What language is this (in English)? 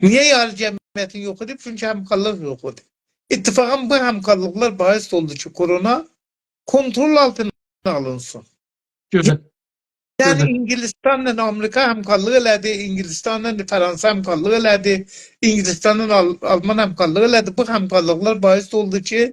South Azerbaijani